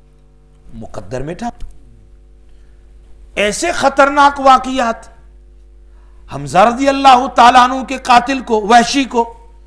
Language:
Urdu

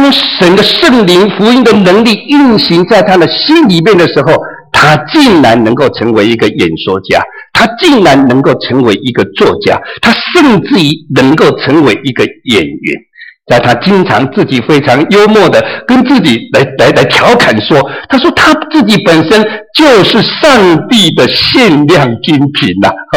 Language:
Chinese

